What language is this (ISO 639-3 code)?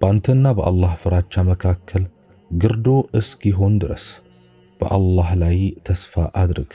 amh